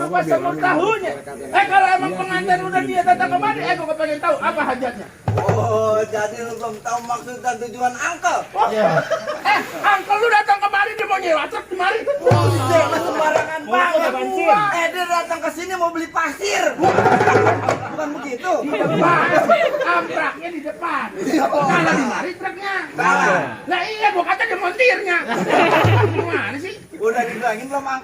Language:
Betawi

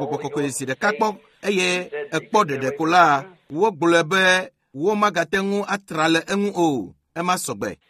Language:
Ewe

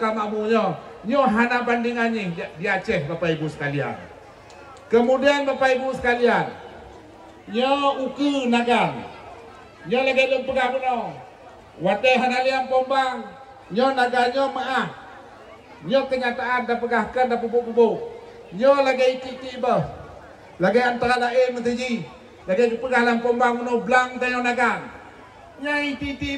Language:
Achinese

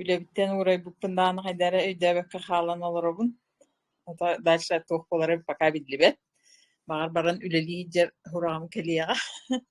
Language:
Yakut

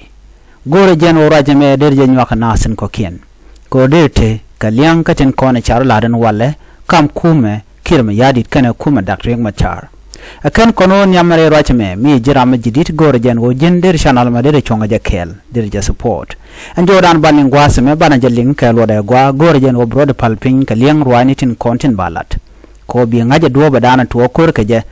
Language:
Nuer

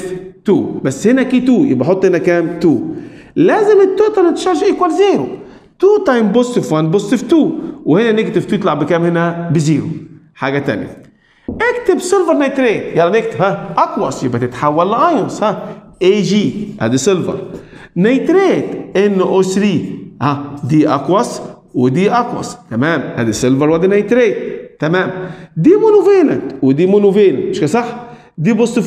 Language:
Egyptian Arabic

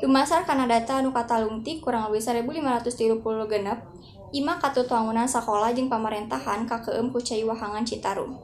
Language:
Sundanese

